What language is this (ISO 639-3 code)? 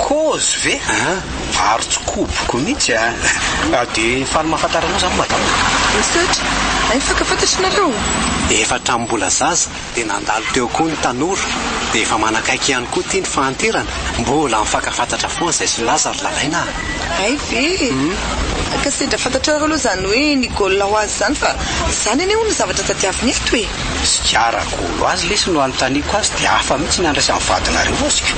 mlg